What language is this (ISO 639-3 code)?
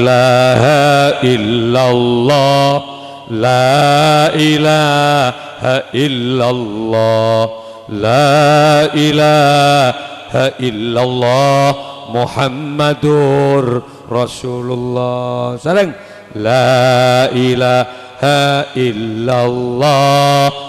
mad